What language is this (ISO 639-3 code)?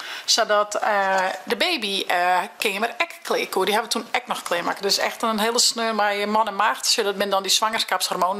fry